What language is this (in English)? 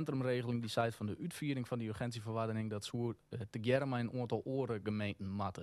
Western Frisian